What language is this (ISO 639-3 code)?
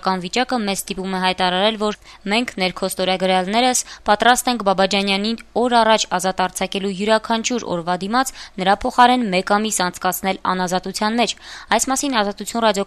hye